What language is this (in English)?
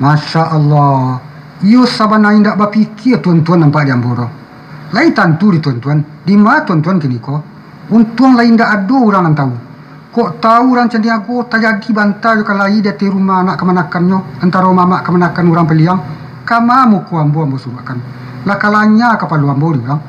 Minangkabau